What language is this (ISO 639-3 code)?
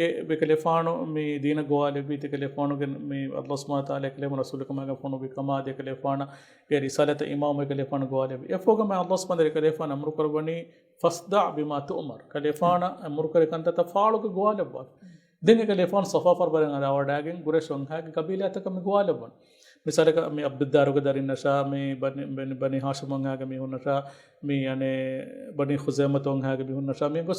div